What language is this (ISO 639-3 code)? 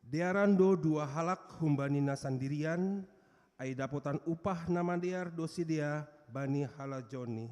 bts